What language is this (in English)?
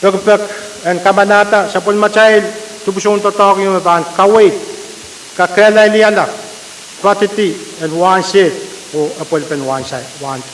Pohnpeian